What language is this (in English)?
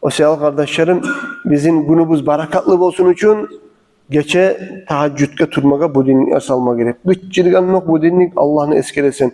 Kumyk